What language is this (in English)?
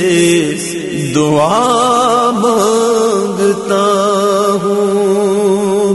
Urdu